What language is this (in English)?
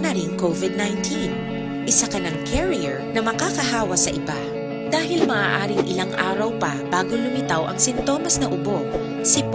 Hiligaynon